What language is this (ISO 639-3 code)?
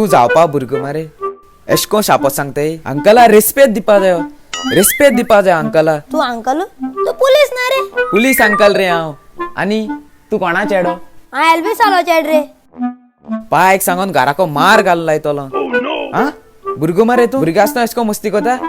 kok